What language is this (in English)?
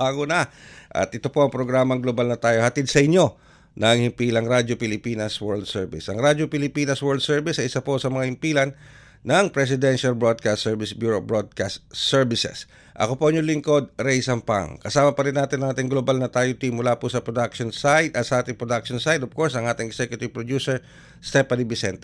Filipino